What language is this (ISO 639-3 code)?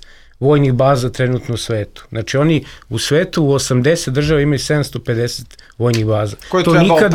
srp